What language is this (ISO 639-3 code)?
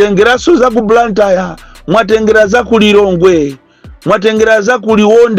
nya